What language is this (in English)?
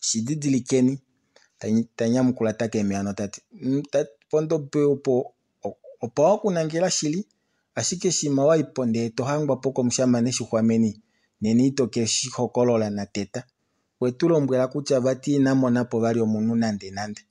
Kuanyama